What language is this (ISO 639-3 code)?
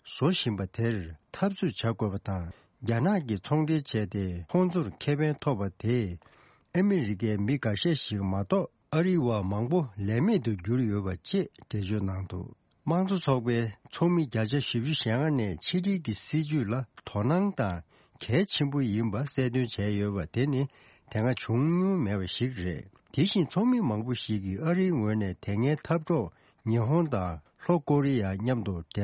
bod